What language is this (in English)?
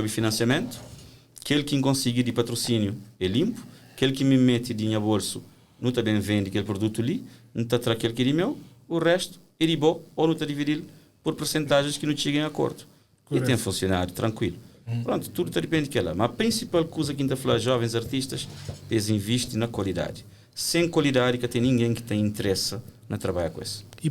Kabuverdianu